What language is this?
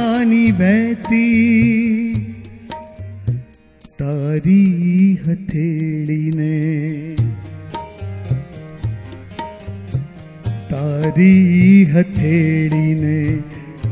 Gujarati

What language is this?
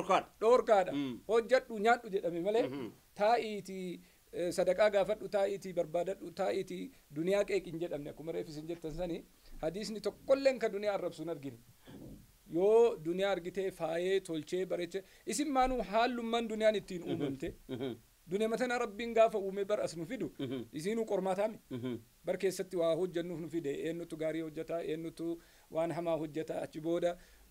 Oromo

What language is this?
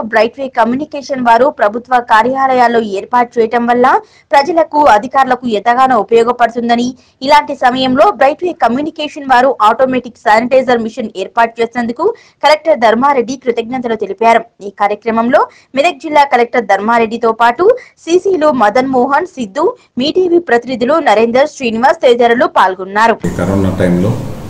Telugu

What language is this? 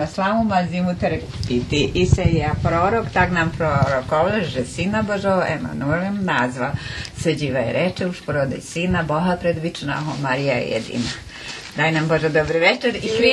Rusyn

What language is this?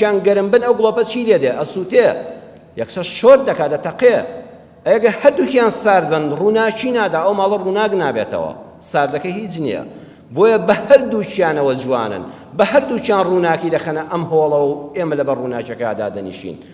Central Kurdish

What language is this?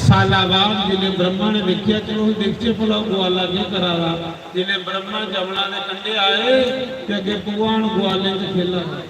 Dogri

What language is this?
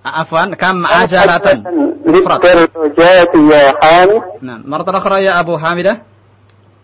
Indonesian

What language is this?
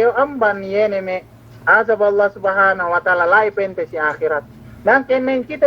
Yakan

